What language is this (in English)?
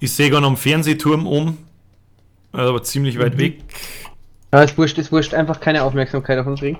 Bavarian